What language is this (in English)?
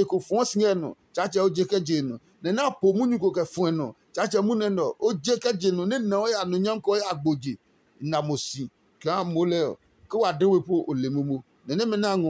Adangme